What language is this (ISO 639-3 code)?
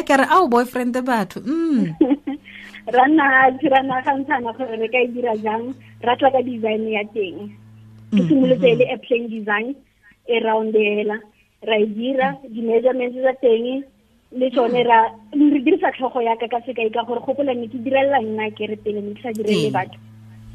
tsn